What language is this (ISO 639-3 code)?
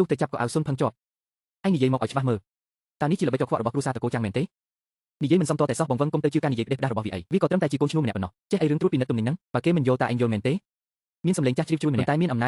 khm